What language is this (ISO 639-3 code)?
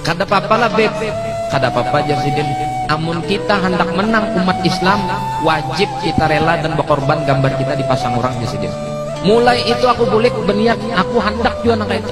bjn